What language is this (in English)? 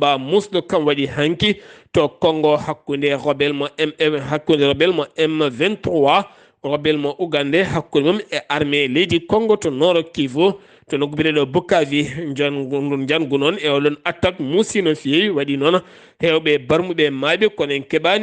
Fula